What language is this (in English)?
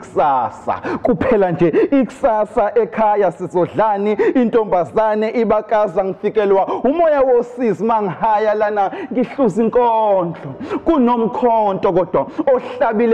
Zulu